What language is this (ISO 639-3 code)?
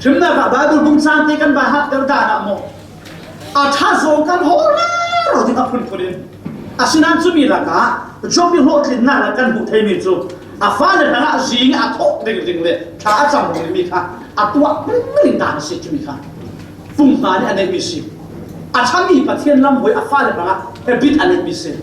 cfm